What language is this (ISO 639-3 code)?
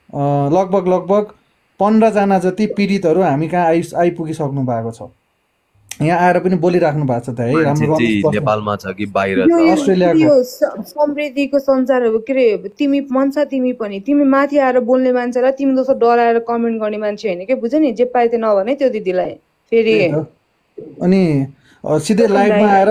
nep